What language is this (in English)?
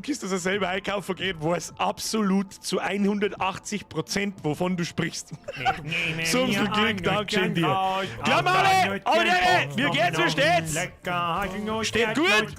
Bavarian